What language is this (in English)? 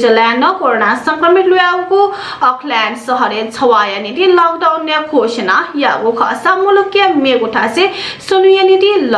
Newari